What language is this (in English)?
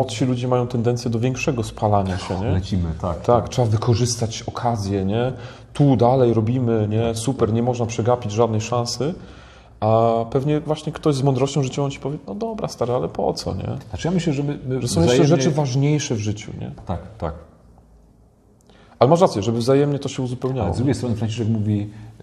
Polish